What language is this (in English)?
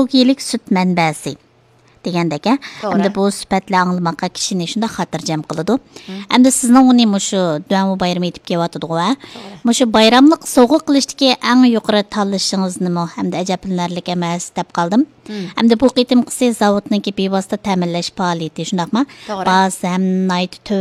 Uyghur